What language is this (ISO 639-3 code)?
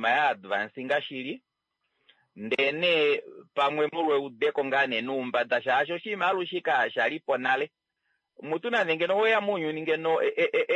kua